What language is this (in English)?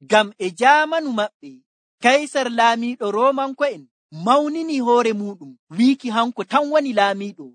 Nigerian Fulfulde